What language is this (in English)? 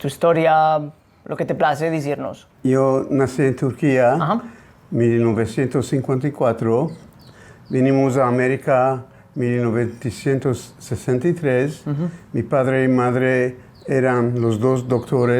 Ladino